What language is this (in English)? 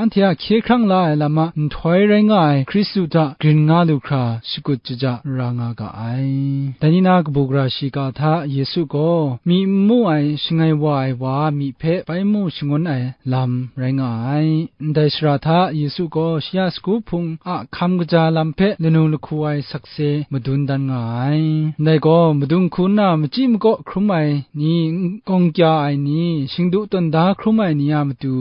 Kachin